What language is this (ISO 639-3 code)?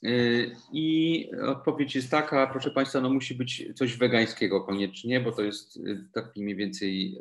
pol